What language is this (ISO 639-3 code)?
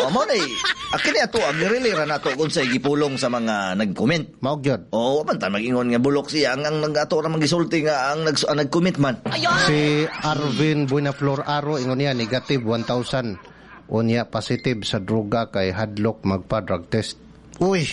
ceb